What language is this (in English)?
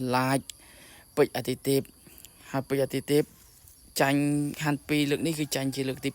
Khmer